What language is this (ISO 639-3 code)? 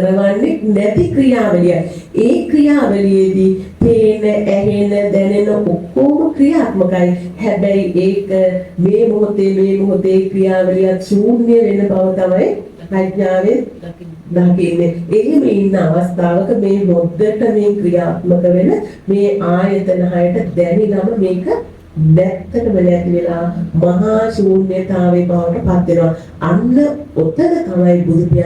sin